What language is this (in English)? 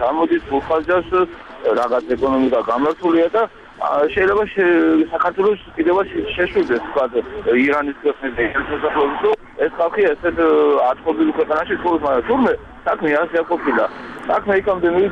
Georgian